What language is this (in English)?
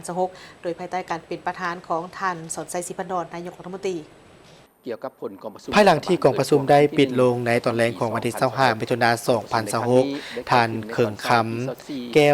Lao